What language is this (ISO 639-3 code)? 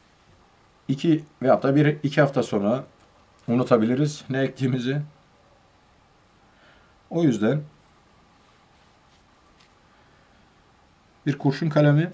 tur